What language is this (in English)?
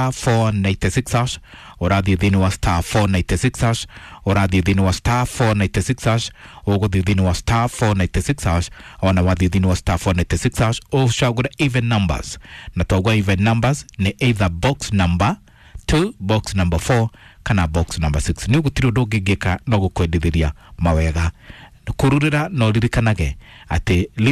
Kikuyu